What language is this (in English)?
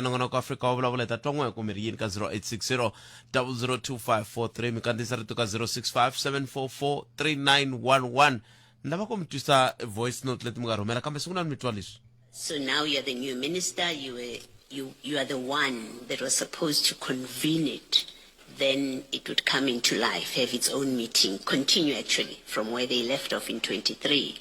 Tsonga